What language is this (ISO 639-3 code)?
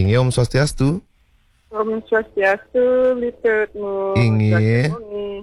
ban